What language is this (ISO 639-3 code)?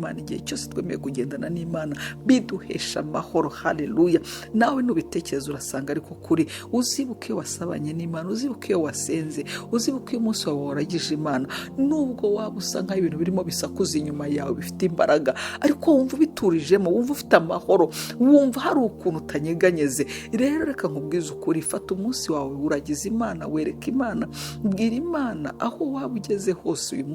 kin